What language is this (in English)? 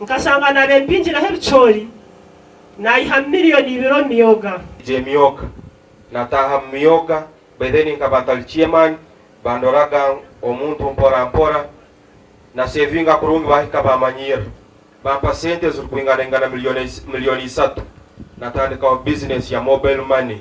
Nyankole